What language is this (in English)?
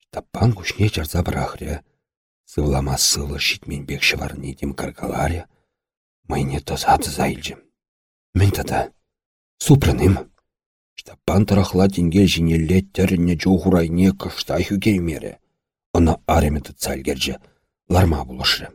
Chuvash